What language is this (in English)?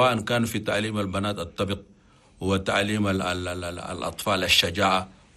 Chadian Arabic